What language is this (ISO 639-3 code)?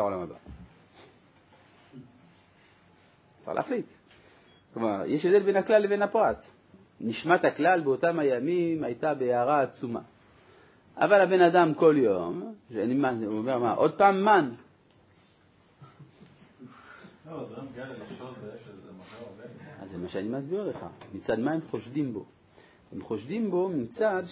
heb